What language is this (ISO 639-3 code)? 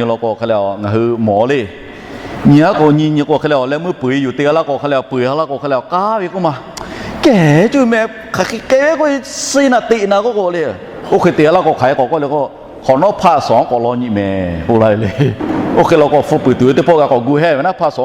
lhu